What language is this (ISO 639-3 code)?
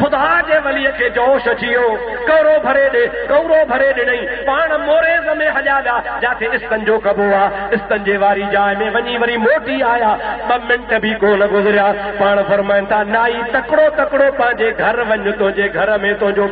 snd